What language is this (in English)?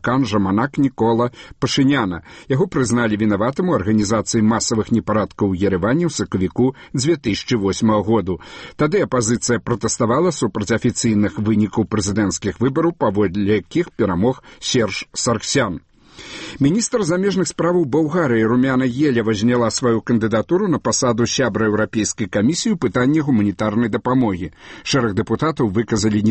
Belarusian